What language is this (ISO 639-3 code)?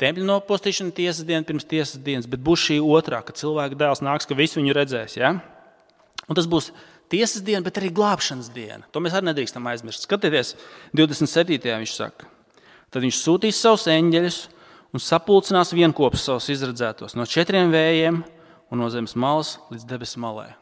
lav